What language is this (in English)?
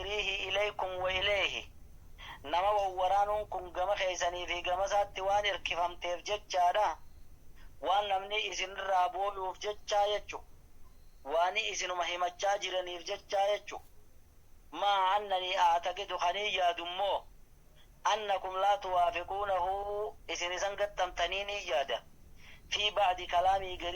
Oromo